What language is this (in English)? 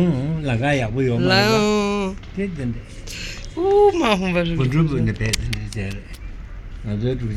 Tibetan